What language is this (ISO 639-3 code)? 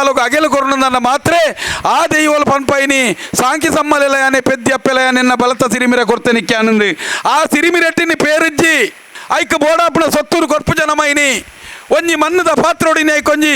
tcy